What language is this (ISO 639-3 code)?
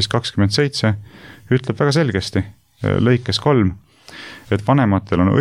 est